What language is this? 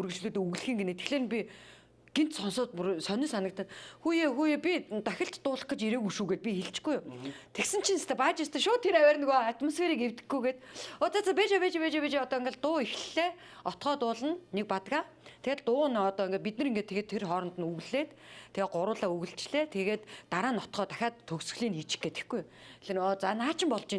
Mongolian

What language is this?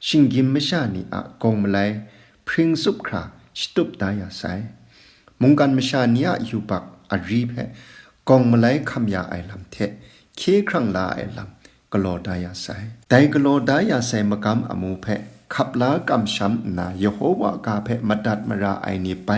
Kachin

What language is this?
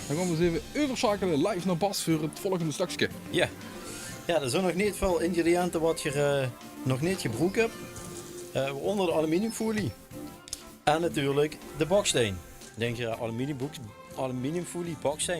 Limburgish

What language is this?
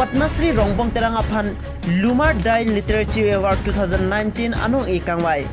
Karbi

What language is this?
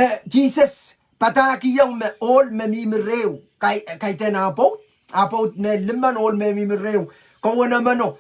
Pohnpeian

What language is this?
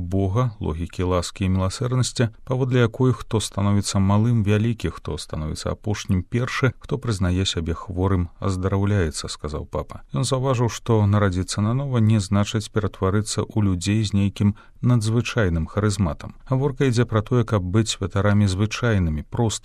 Belarusian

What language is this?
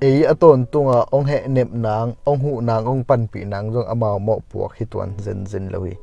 Tedim Chin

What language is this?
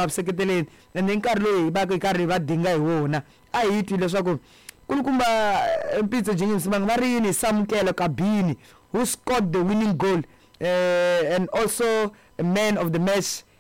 Tsonga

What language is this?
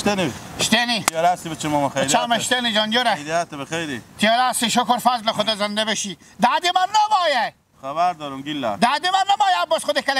Persian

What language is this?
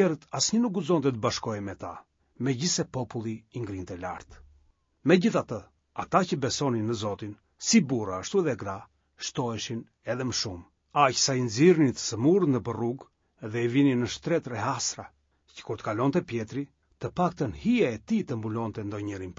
Albanian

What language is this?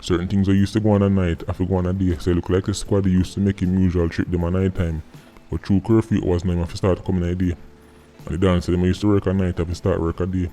Jamaican Creole English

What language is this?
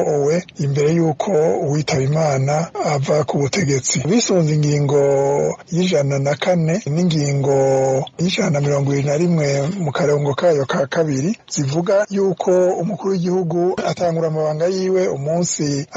Rundi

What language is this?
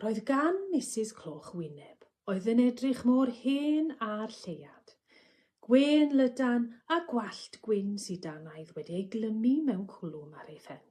Welsh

